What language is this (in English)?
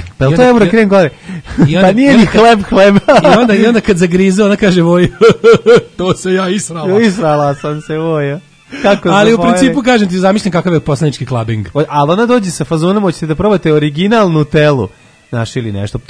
Serbian